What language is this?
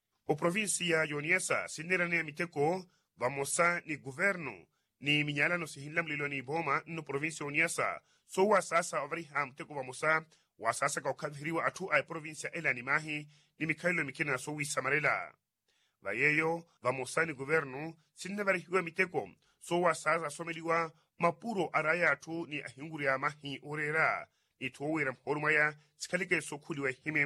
Makhuwa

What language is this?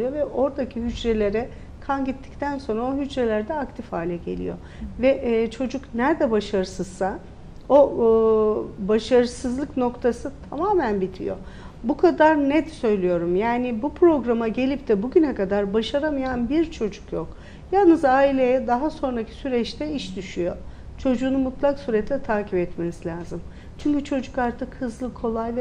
Turkish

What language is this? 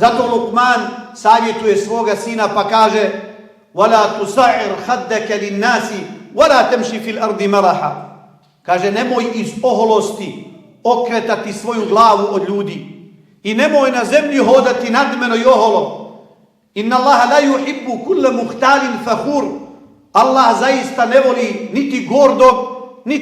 Bosnian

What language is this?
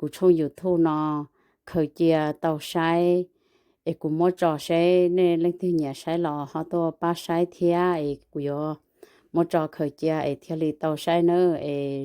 Hmong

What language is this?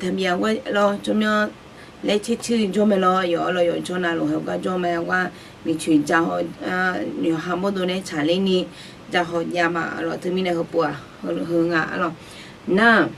Akha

